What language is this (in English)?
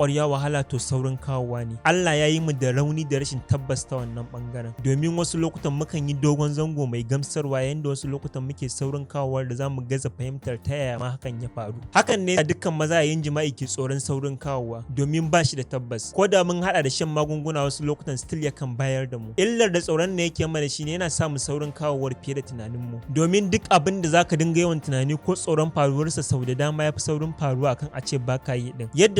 Hausa